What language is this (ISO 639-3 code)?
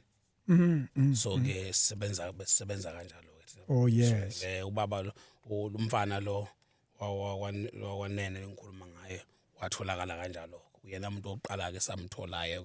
zul